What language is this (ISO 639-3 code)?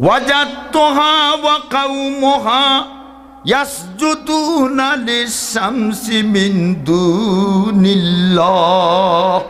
syl